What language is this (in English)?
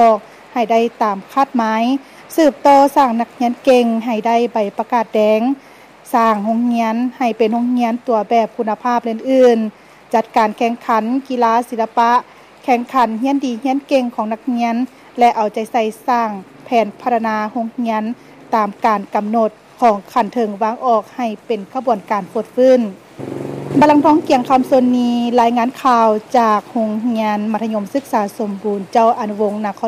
Lao